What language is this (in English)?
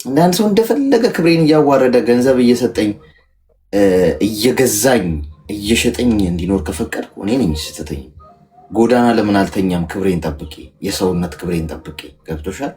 Amharic